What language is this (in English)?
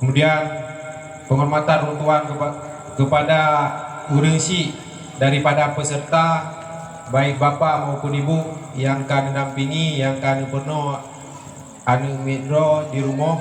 Achinese